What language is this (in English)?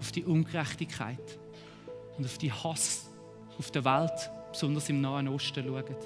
Swiss German